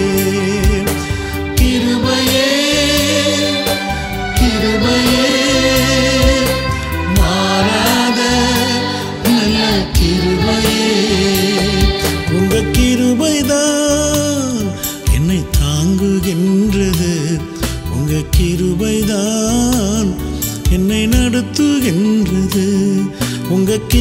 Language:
Tamil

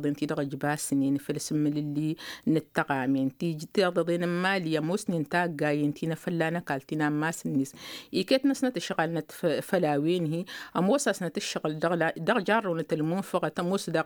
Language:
Tamasheq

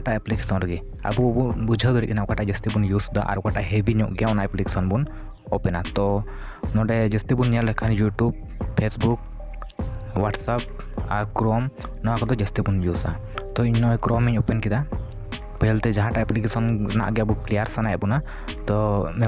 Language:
Santali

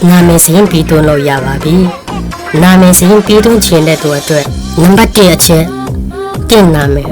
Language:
Falam Chin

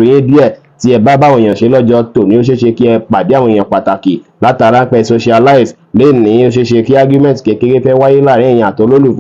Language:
Yoruba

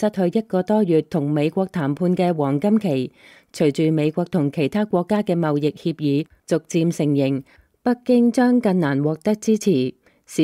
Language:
Cantonese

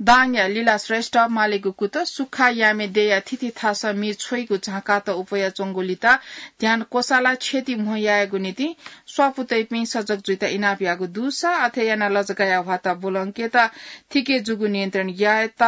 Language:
Newari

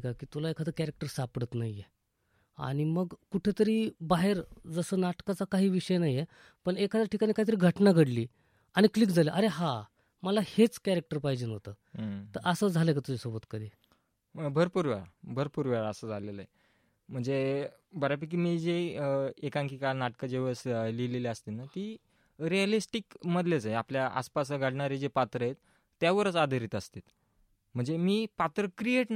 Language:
Marathi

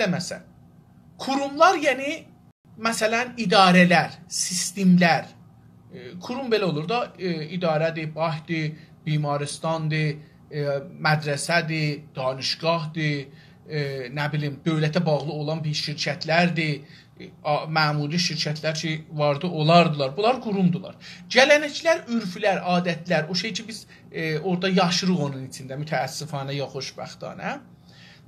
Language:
South Azerbaijani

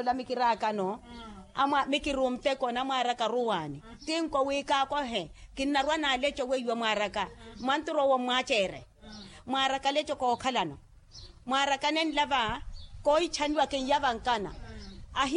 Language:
Makhuwa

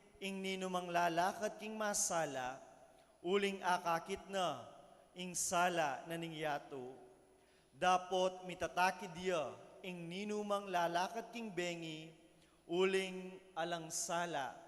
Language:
Pampanga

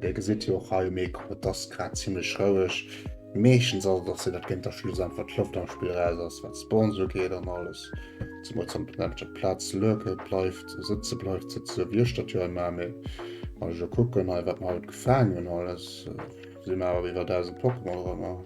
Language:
Luxembourgish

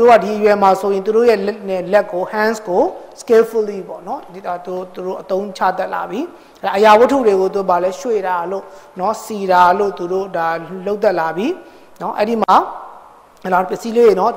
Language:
Burmese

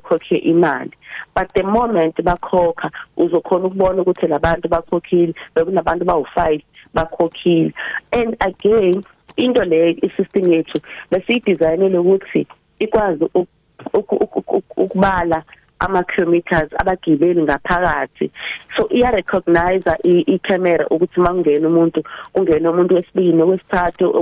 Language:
South Ndebele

